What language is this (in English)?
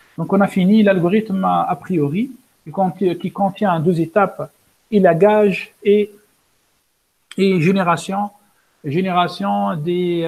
French